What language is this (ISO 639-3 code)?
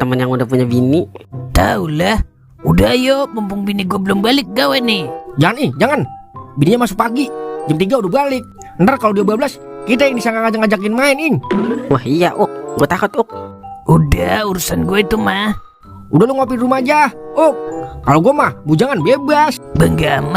bew